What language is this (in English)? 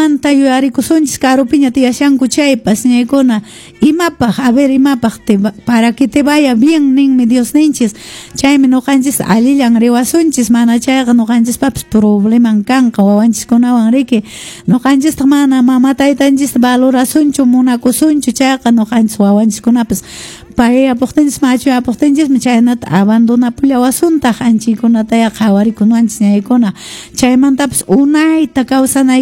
Quechua